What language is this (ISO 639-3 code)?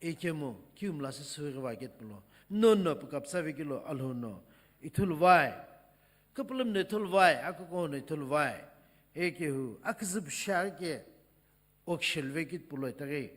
nsm